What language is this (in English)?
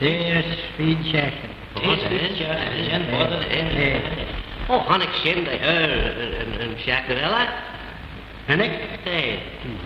Manx